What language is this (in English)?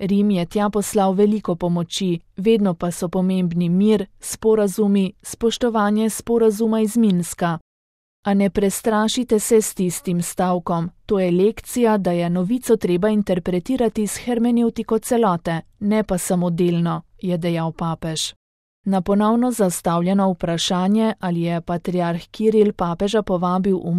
Slovenian